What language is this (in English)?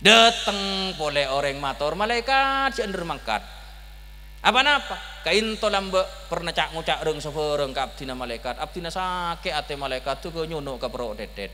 Madurese